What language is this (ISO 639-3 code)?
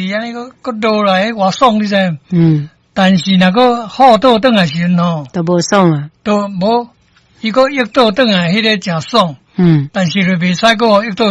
nan